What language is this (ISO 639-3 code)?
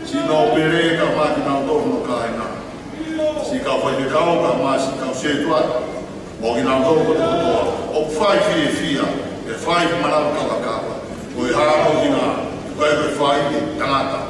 ton